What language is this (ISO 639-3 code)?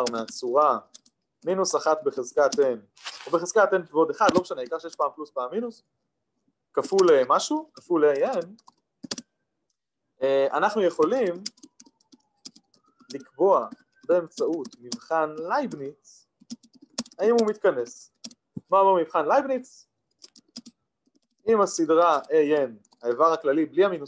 heb